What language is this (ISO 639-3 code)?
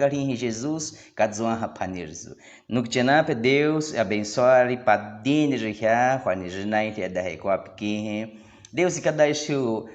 bwi